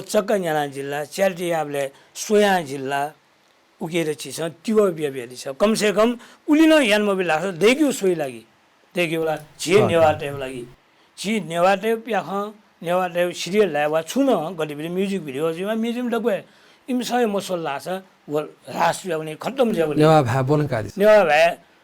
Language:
Newari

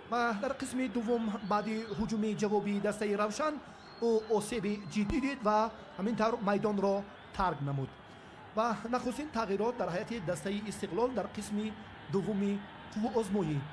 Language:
Tajik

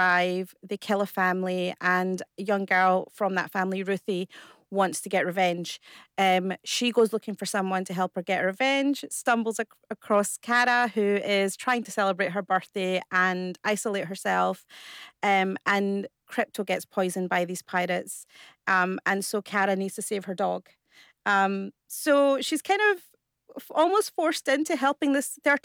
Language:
English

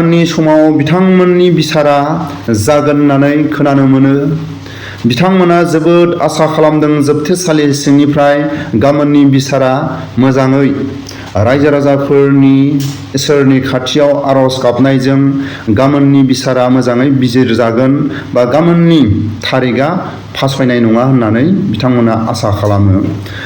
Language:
Bodo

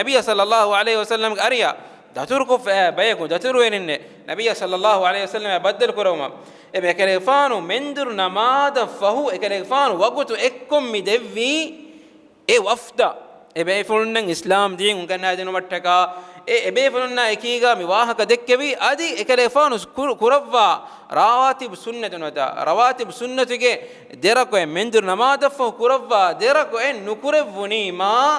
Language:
Divehi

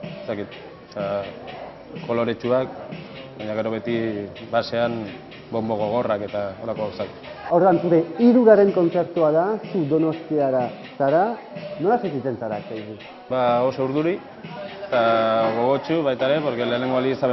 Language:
Basque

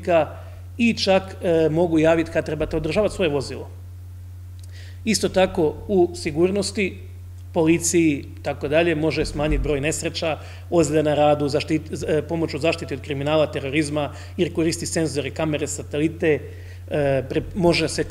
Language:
Croatian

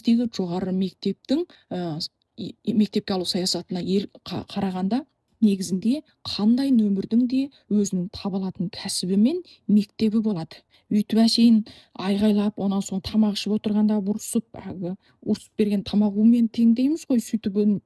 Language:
Kazakh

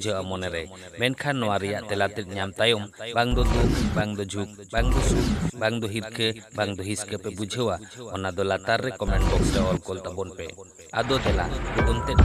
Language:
Santali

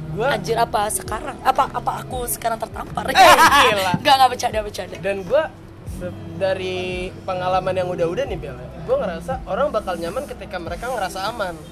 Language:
Indonesian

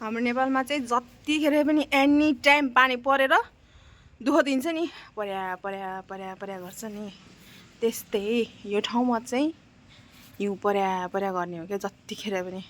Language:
Nepali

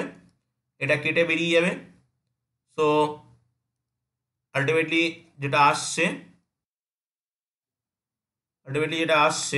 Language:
Bangla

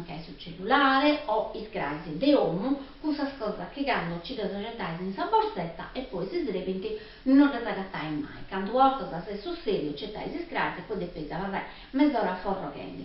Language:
Sardinian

